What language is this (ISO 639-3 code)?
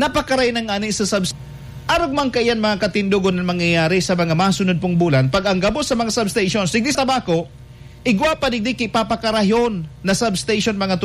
bik